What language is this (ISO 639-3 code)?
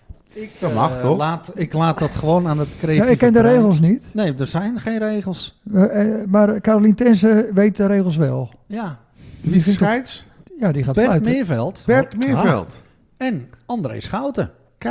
nld